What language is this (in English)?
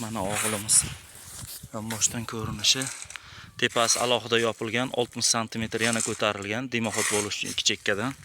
Uzbek